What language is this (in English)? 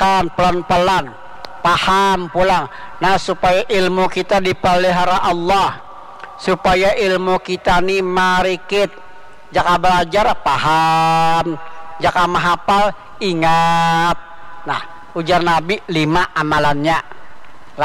Banjar